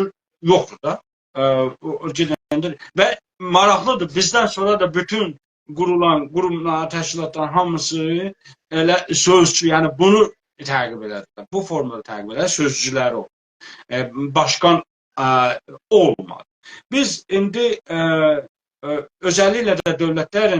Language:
South Azerbaijani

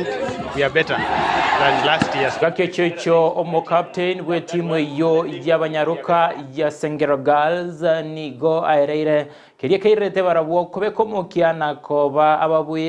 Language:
Gusii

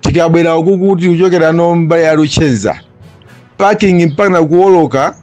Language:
Nyanja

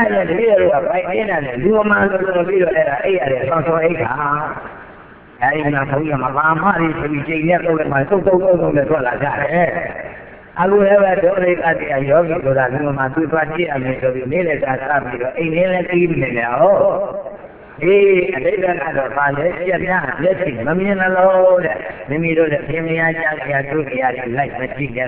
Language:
Burmese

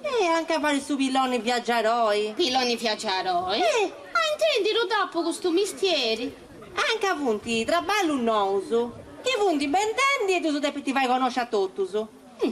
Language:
Sardinian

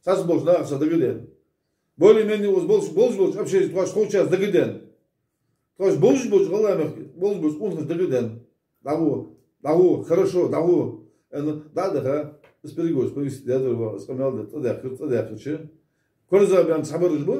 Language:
Ingush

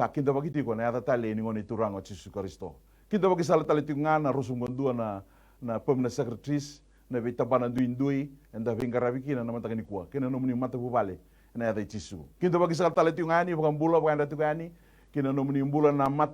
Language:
Fijian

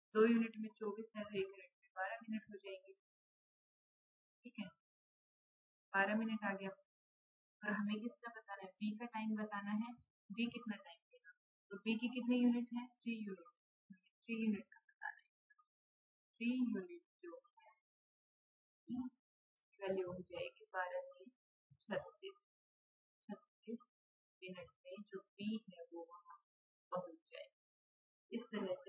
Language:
Hindi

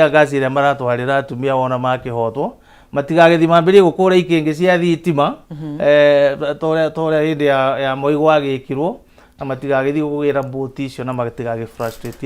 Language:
Kikuyu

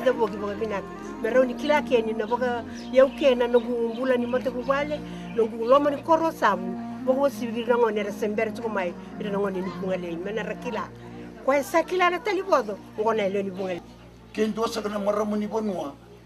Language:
Fijian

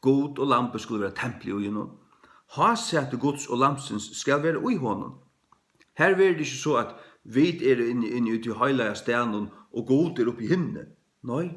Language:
Faroese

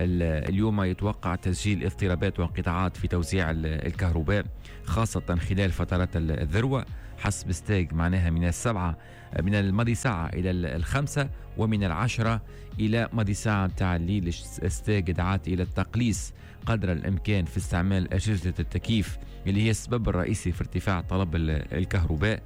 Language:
Tunisian Arabic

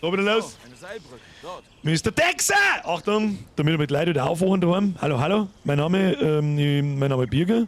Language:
Bavarian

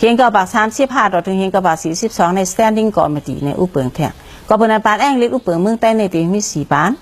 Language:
Shan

